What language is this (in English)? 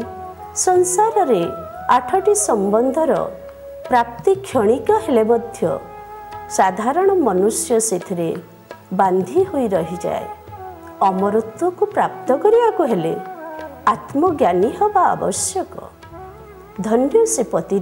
Odia